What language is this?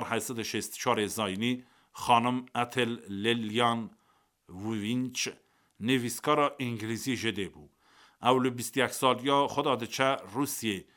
Kurdish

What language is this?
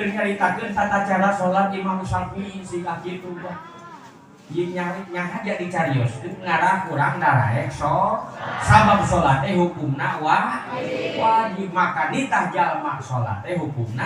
Sundanese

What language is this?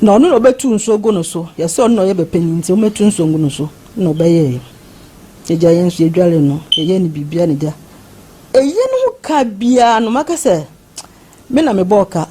Akan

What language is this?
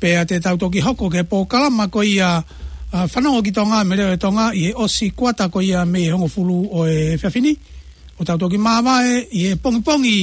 Tongan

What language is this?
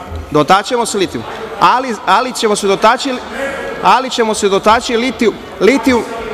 Serbian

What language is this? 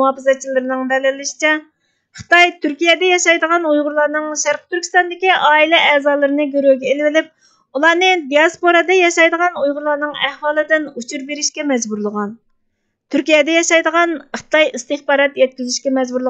Uyghur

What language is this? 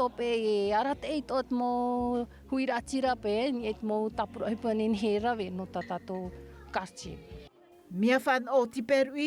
Tahitian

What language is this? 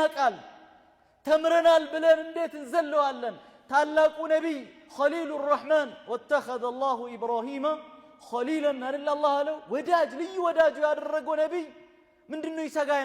Amharic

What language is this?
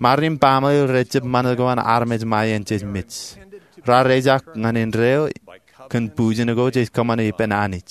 Marshallese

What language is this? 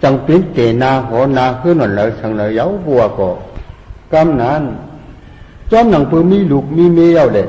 Shan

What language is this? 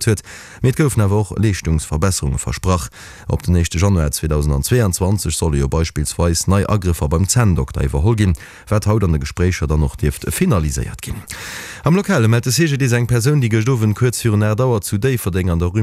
Luxembourgish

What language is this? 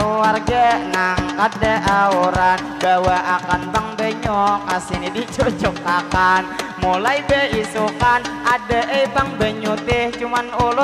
Banjar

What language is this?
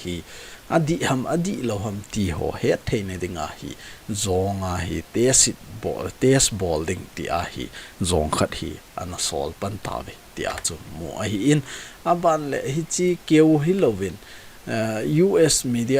Thado Chin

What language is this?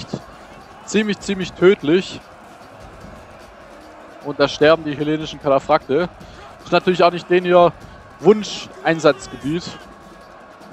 German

